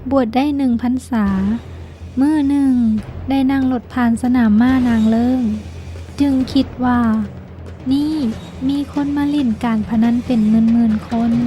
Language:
Lao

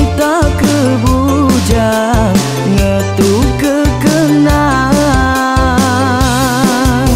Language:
Iban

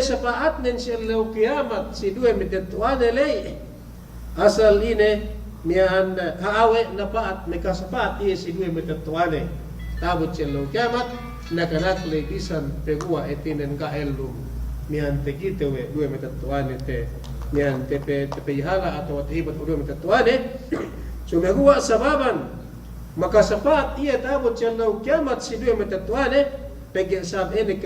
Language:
Yakan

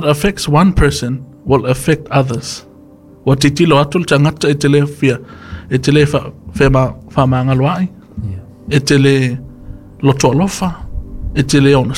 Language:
Samoan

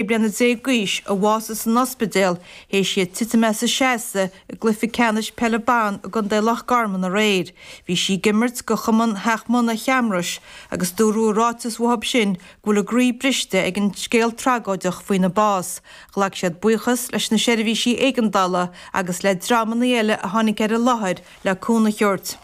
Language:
Irish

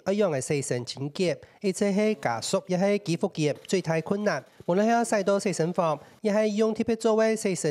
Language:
Hakka Chinese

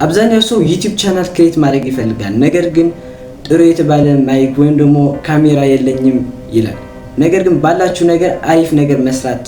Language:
Amharic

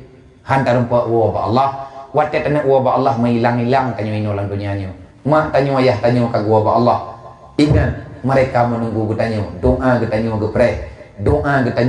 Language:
Achinese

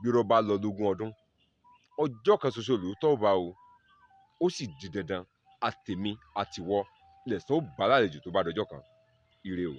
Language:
Yoruba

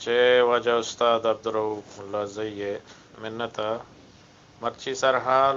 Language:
Eastern Balochi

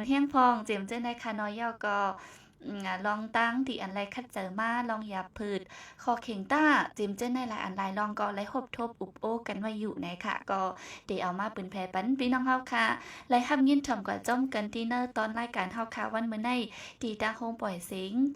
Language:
Shan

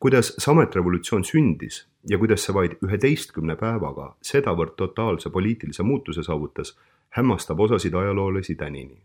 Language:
Estonian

